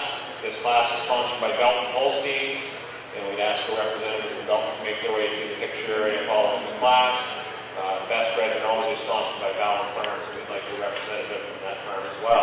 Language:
English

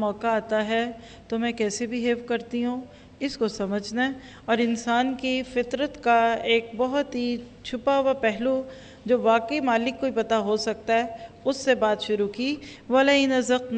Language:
Urdu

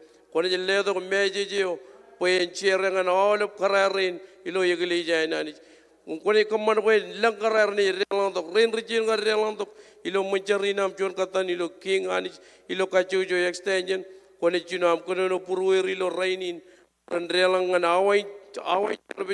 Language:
Marshallese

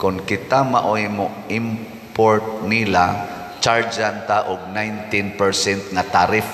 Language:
Cebuano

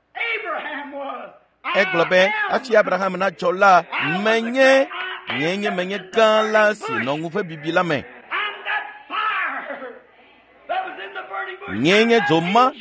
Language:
Ewe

